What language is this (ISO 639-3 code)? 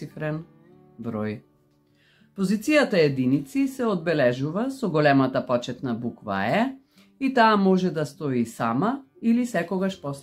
mkd